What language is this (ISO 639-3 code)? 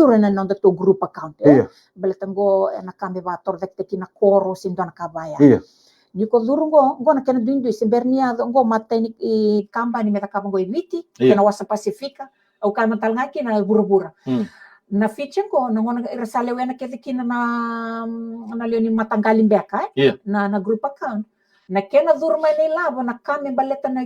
fij